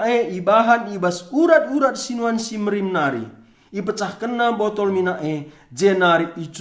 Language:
Batak Karo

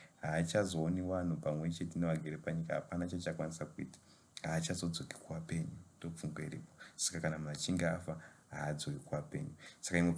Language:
Shona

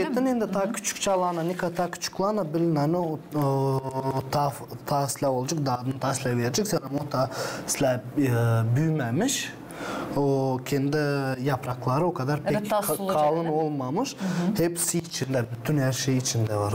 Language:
Gagauz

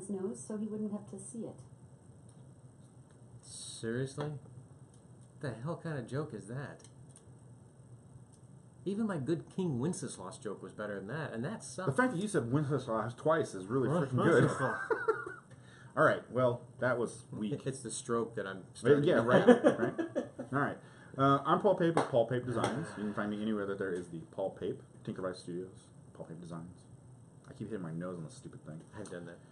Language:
English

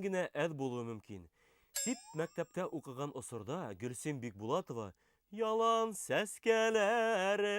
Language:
Bashkir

